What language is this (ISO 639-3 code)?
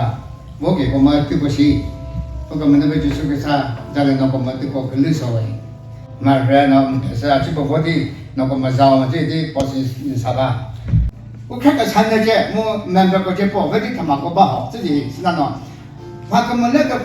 nri